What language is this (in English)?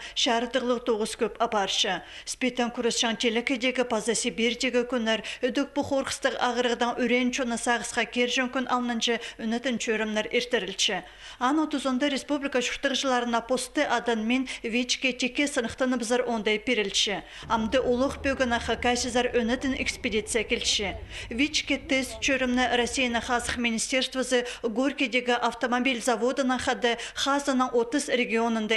Khakas